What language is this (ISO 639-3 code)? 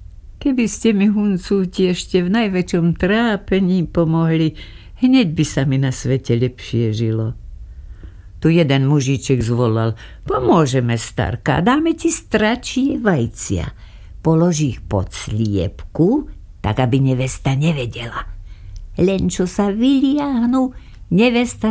slk